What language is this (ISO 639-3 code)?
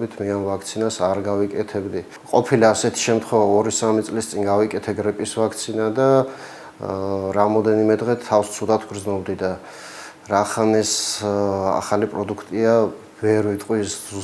kat